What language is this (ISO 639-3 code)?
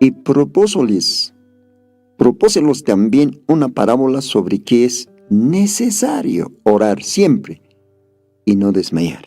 aym